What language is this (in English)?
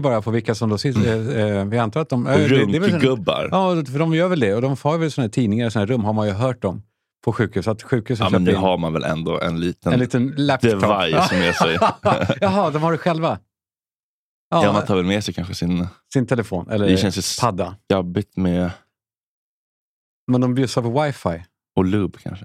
Swedish